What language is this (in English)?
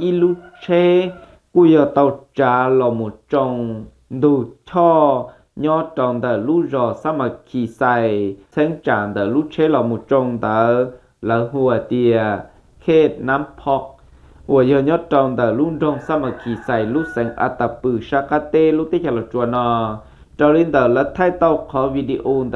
Hmong